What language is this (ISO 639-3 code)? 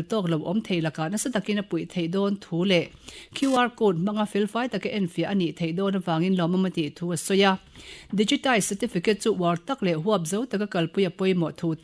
lus